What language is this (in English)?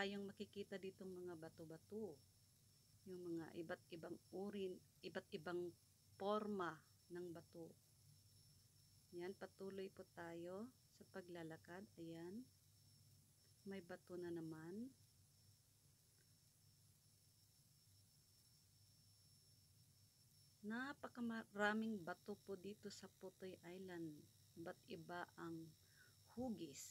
Filipino